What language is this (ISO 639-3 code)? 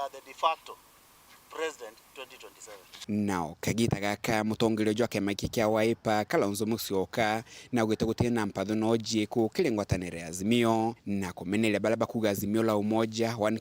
mer